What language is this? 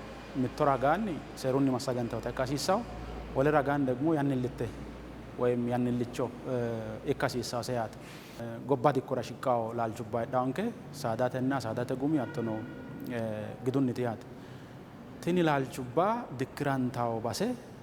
Sidamo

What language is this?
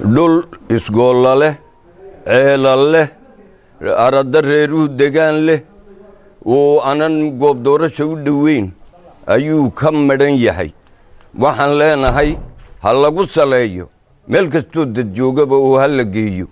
Somali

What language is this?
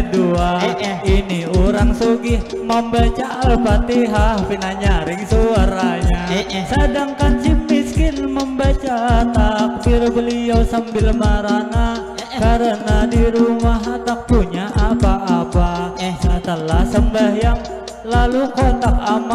Banjar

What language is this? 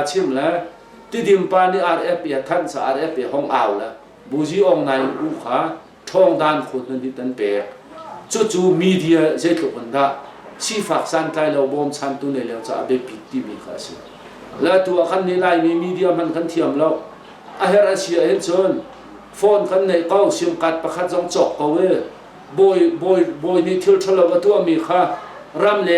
Hakha Chin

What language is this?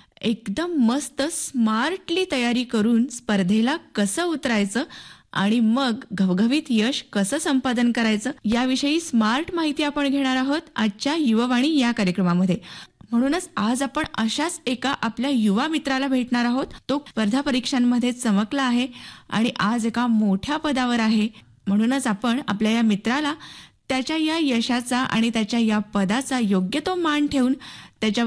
Marathi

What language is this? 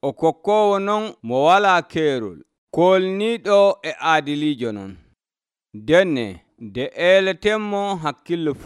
Nigerian Fulfulde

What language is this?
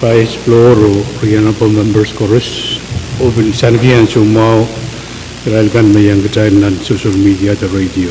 Pohnpeian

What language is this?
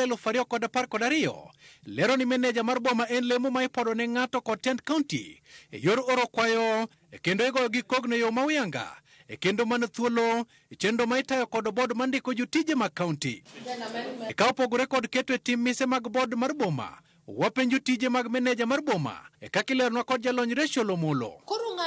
Luo (Kenya and Tanzania)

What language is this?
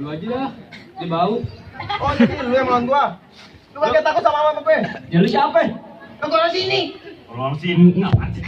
Betawi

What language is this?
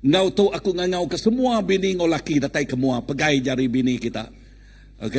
Iban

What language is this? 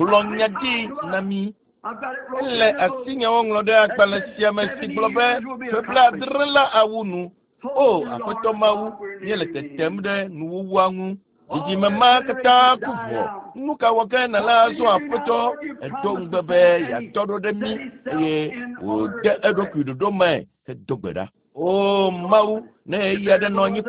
Ewe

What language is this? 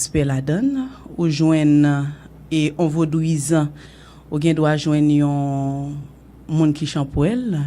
Haitian Creole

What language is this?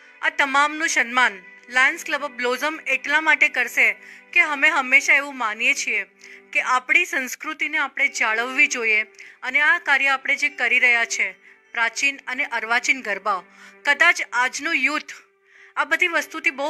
Gujarati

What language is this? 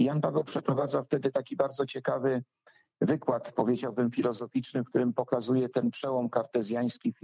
Polish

